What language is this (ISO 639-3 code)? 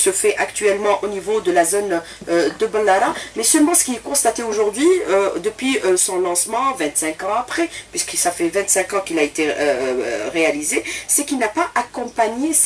fra